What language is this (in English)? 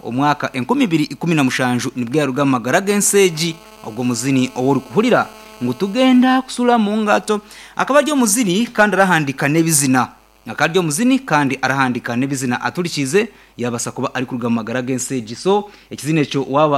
Nyoro